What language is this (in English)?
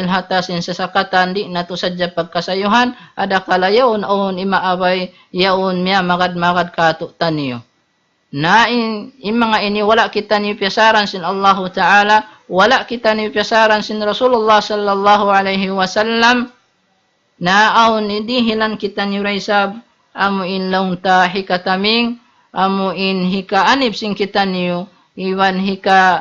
Tausug